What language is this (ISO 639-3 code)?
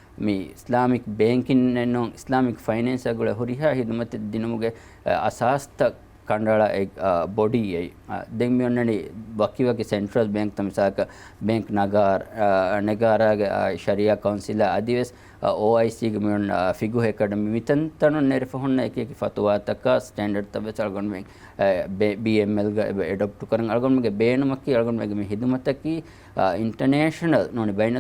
div